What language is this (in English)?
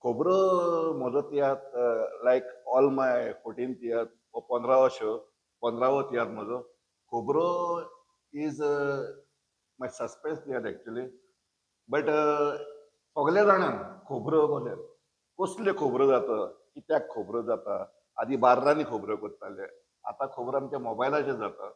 Konkani